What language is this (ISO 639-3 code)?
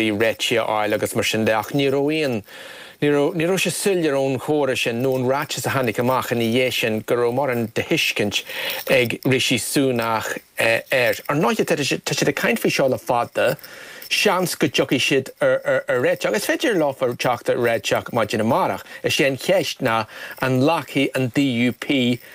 gle